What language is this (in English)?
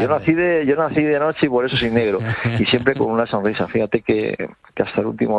Spanish